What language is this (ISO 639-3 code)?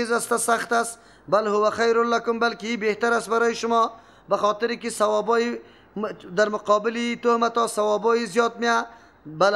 fas